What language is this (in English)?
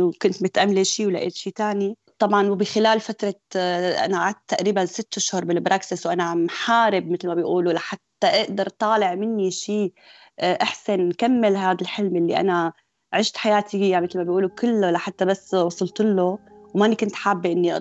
North Levantine Arabic